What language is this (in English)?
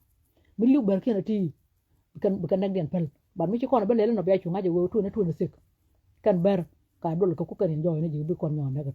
Nuer